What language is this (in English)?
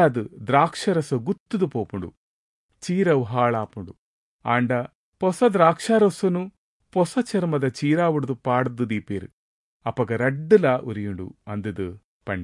Tulu